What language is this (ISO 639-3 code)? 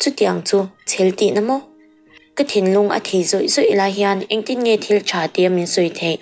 lus